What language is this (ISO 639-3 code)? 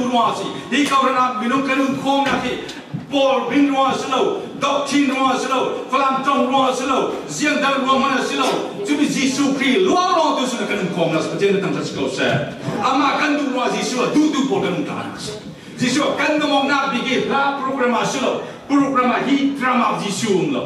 cfm